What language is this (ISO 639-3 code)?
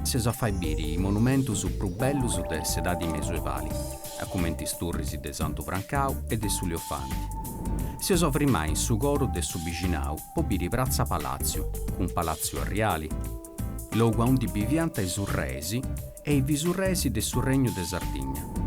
srd